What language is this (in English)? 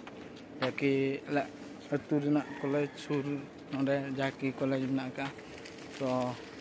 Santali